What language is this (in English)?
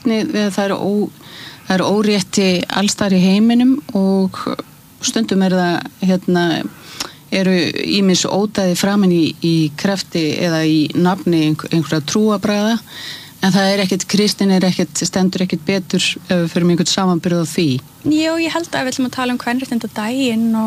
Icelandic